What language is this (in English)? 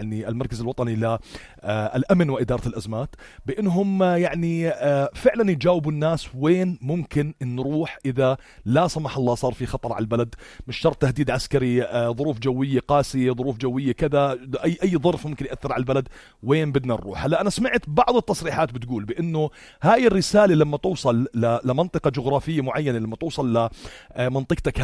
North Levantine Arabic